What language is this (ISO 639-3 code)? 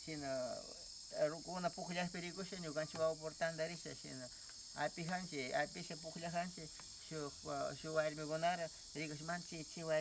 qvz